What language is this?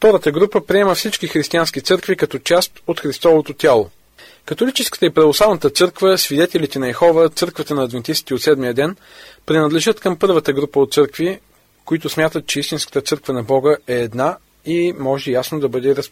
Bulgarian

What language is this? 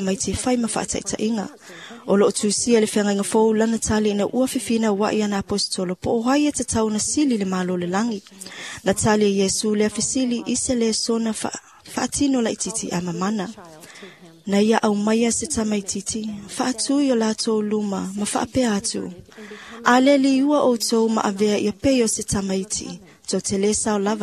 Samoan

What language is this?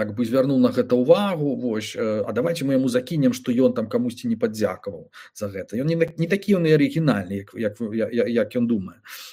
Belarusian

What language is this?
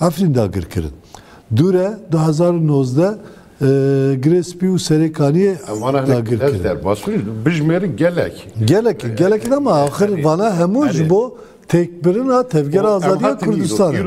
Kurdish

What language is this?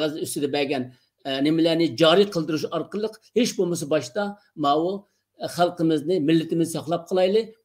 Uyghur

